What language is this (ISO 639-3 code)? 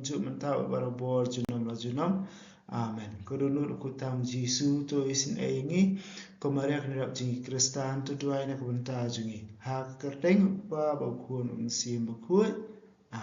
kha